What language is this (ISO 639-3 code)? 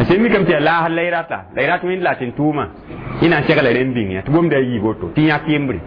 mos